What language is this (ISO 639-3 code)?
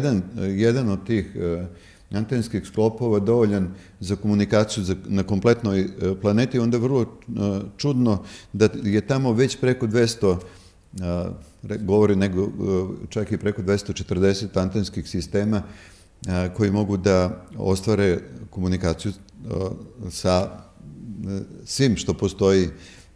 srp